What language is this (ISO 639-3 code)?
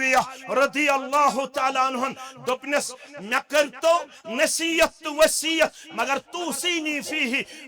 kas